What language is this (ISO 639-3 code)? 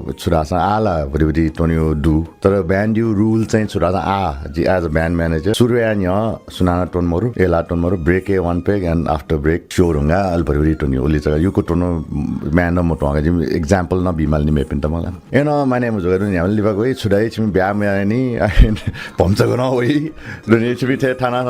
new